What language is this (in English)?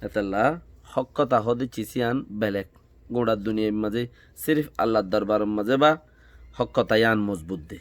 Rohingya